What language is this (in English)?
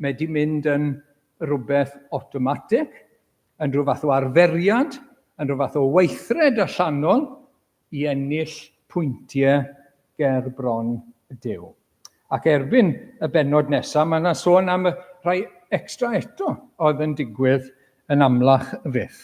Welsh